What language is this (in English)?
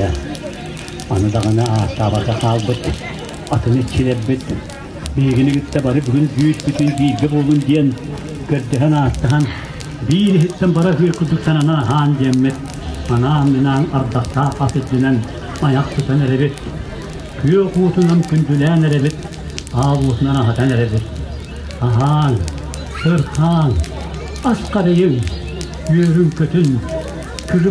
Yakut